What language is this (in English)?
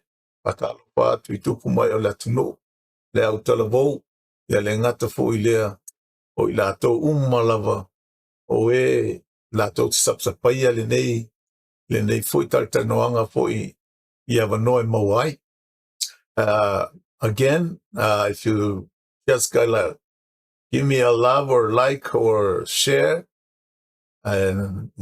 Samoan